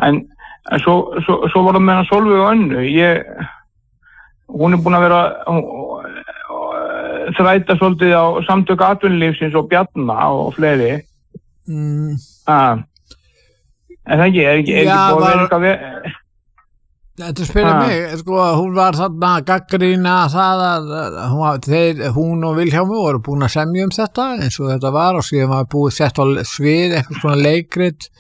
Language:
Icelandic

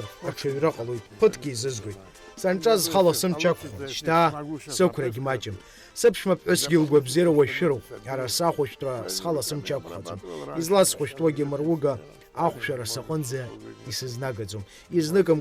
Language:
Abkhazian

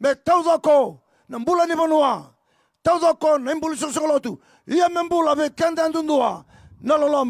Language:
Fijian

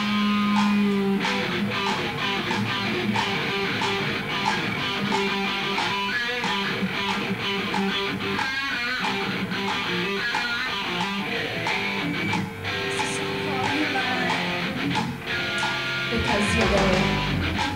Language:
English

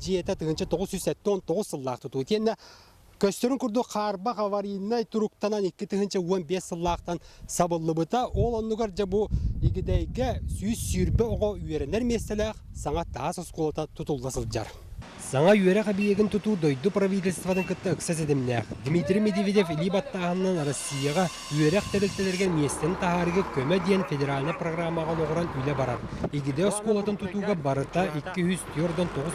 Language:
Yakut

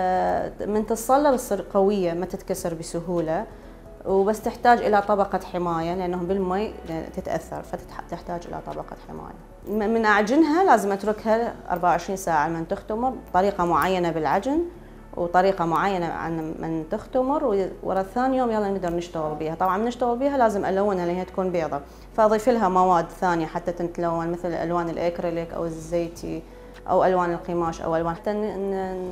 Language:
Mesopotamian Arabic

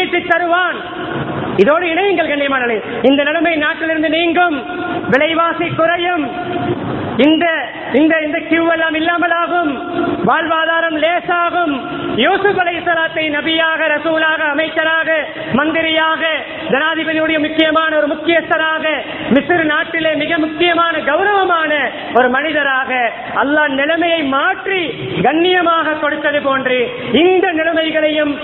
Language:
Tamil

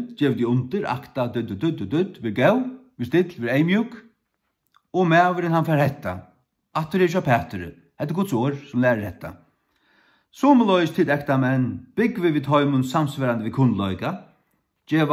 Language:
Faroese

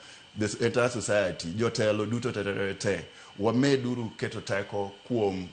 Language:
Luo (Kenya and Tanzania)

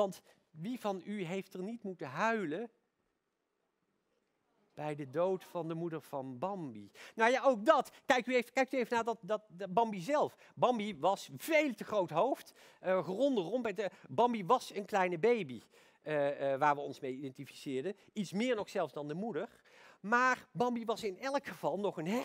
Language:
Dutch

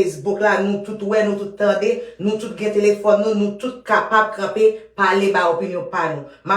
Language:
Haitian Creole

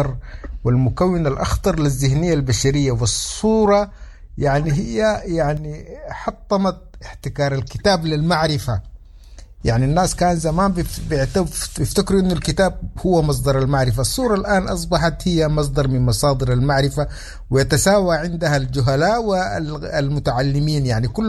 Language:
Sudanese Arabic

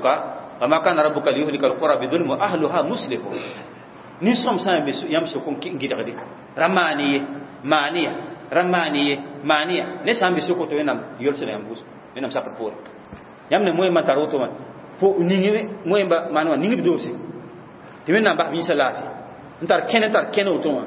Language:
Mossi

